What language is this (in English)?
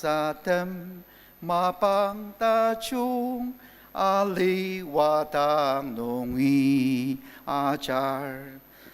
Ao Naga